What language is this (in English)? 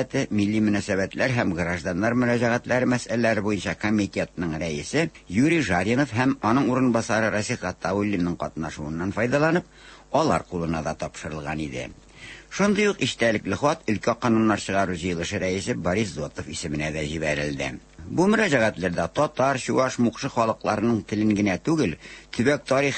Tatar